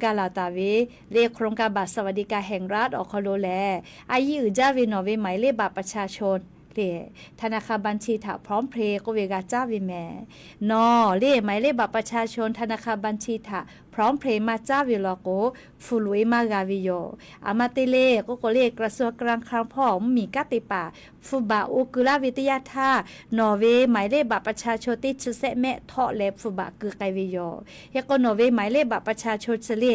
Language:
Lahu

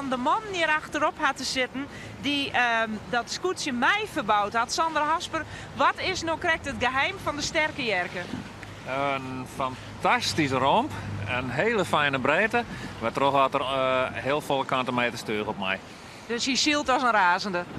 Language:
Western Frisian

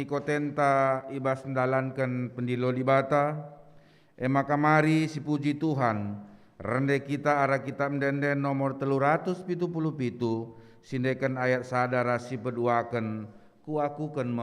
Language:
Batak Karo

